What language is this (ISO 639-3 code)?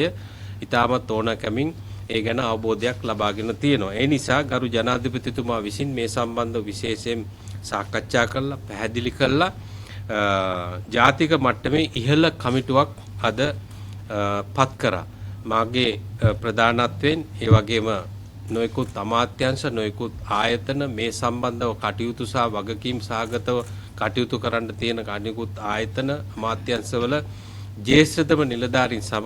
sin